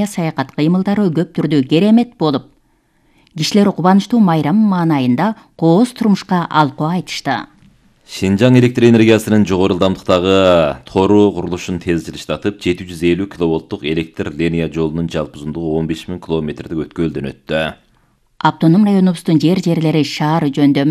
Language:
Kyrgyz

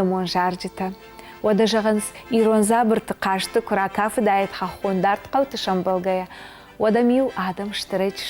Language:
Ossetic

